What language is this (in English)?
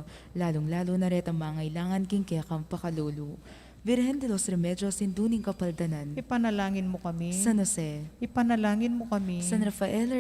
Pampanga